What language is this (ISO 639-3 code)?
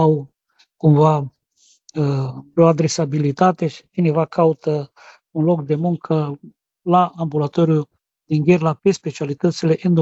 ron